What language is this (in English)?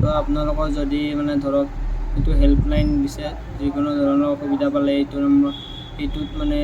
Assamese